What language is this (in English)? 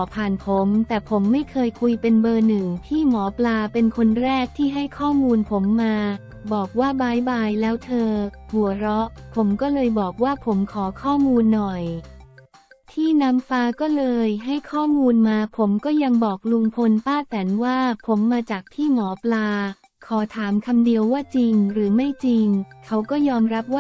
Thai